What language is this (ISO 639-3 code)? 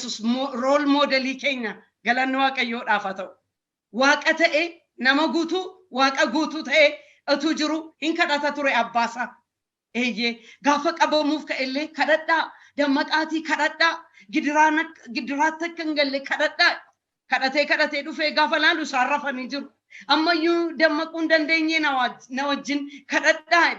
orm